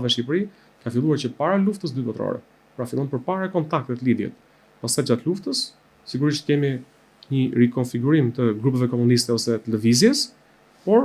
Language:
Albanian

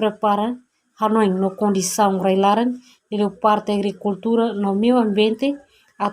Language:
Tetum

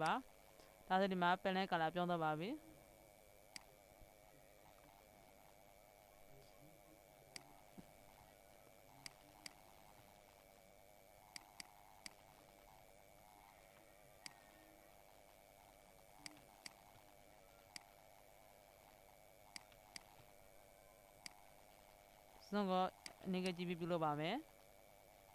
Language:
Burmese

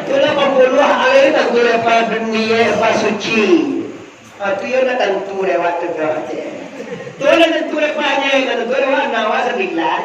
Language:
Minangkabau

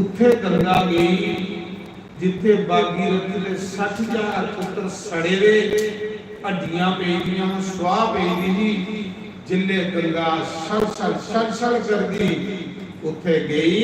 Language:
Dogri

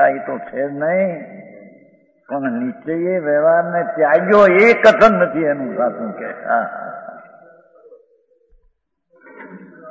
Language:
Gujarati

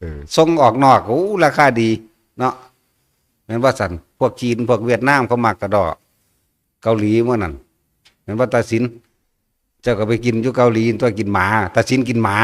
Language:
Northeastern Thai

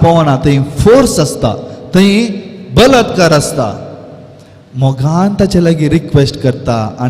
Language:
Konkani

